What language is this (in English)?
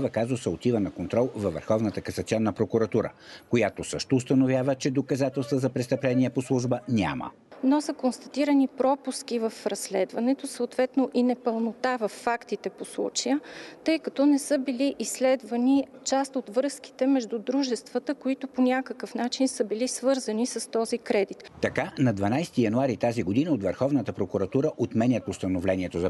Bulgarian